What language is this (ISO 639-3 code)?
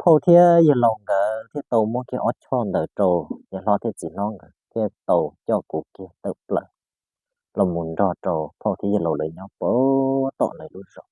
hmn